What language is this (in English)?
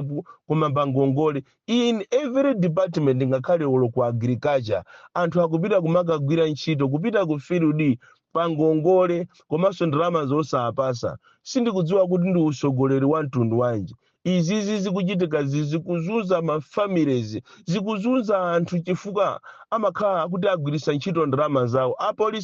Nyanja